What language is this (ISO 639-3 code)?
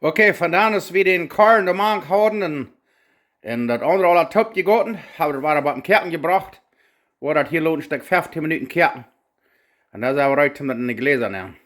pdt